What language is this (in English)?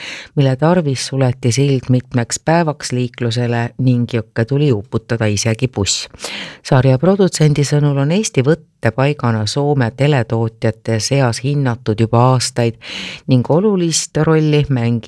Estonian